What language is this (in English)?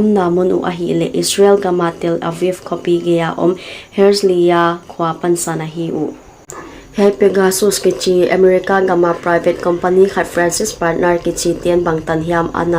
Paite Chin